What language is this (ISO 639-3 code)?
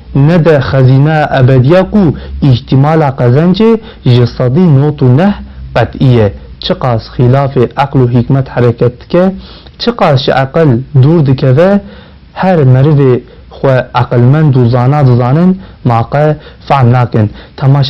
kur